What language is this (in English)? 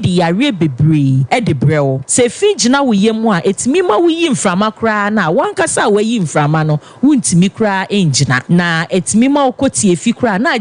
Akan